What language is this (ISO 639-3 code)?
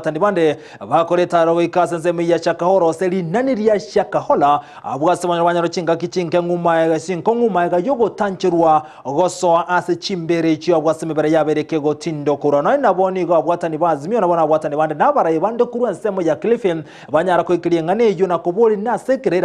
guz